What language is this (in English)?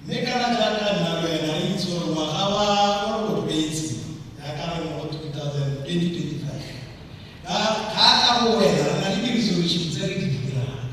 Tswana